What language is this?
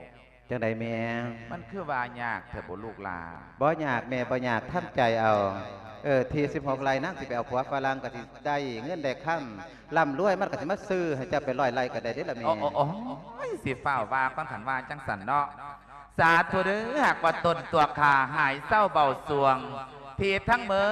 Lao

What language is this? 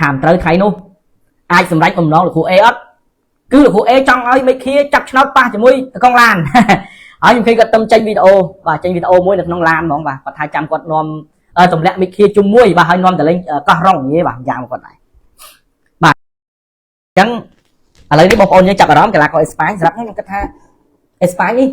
Khmer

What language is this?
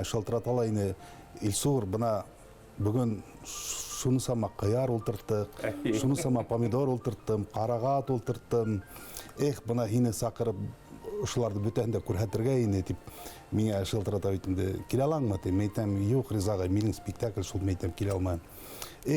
Bashkir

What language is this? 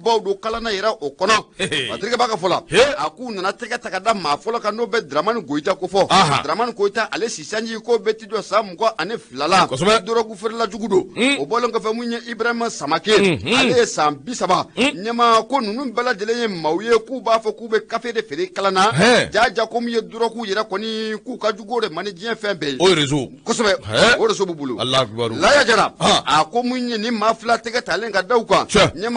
Bambara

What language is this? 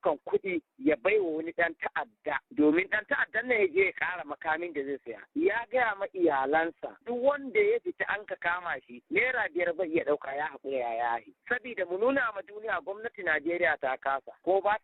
Hausa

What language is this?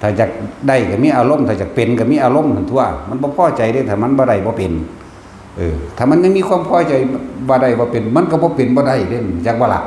Northeastern Thai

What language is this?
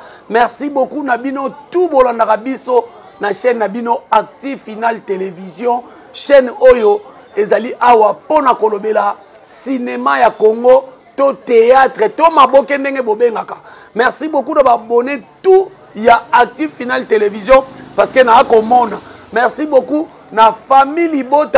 Lingala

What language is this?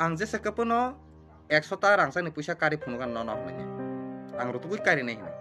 Kok Borok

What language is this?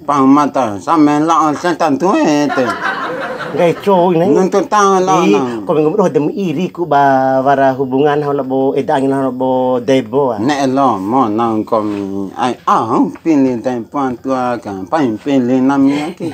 Bima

